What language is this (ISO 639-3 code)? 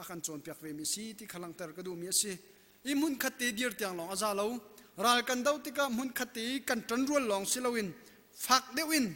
cnh